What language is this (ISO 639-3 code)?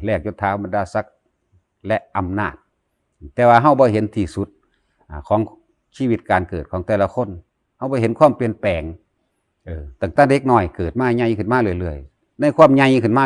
tts